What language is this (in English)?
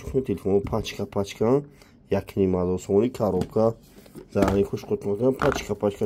Tajik